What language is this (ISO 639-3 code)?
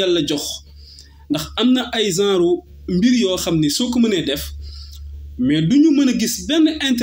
wol